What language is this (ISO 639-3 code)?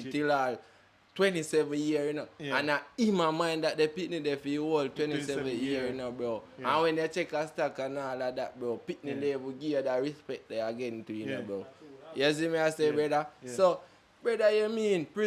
jam